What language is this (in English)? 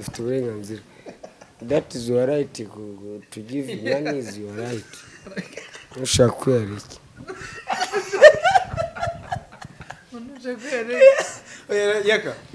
Kinyarwanda